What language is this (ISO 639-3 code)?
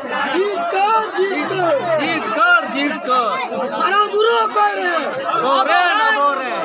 sat